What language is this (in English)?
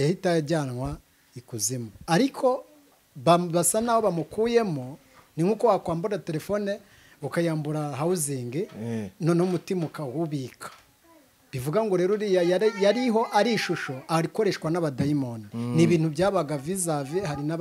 Kinyarwanda